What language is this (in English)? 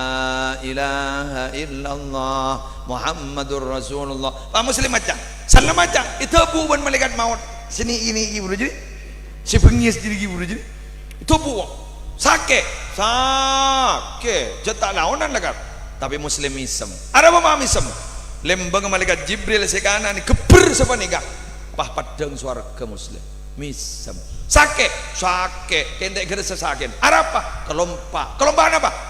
Madurese